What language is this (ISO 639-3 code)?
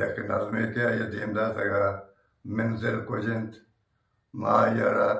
bgp